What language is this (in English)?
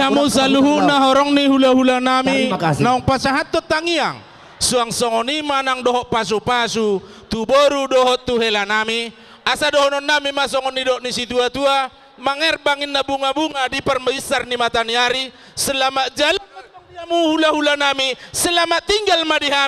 Batak Toba